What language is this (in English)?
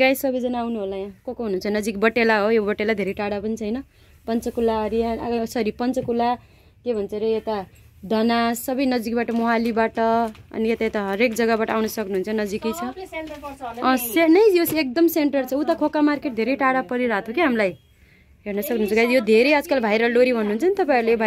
Nepali